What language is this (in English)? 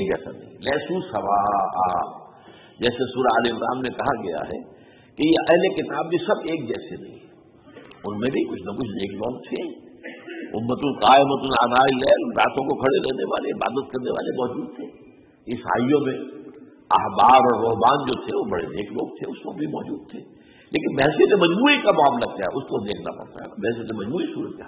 Urdu